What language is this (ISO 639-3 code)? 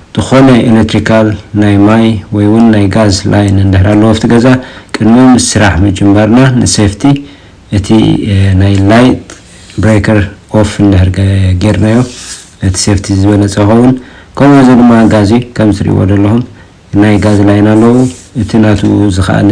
tir